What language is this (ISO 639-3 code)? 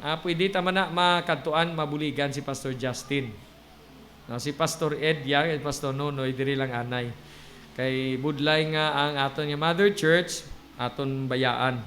hil